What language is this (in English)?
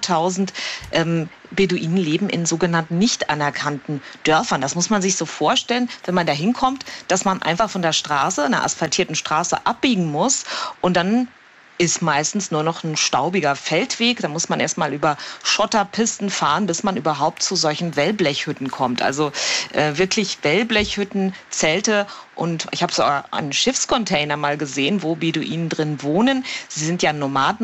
German